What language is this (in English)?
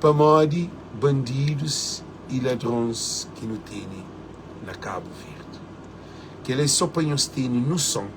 Kabuverdianu